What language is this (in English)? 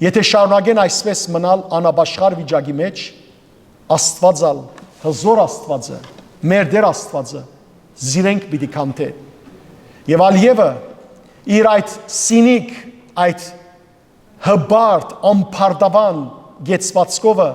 Western Armenian